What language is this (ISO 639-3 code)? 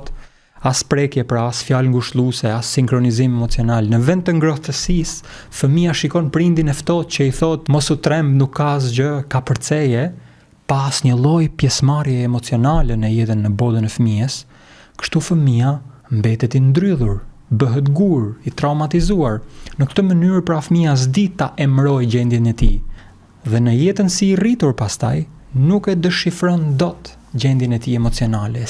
sqi